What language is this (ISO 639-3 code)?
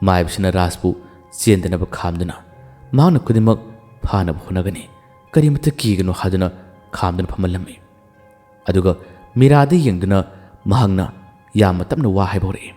mni